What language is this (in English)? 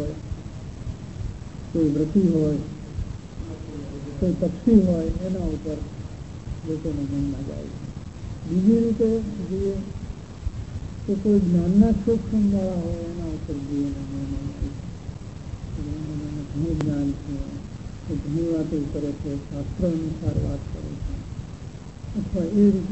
Gujarati